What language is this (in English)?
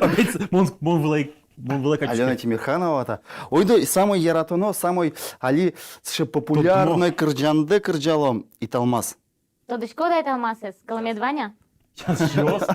Udmurt